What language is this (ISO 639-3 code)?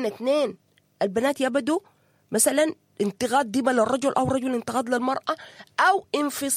apd